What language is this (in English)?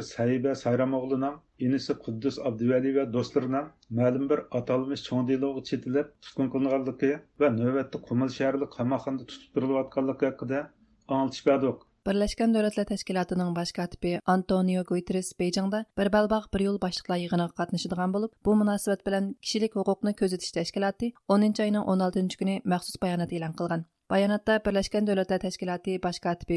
Uyghur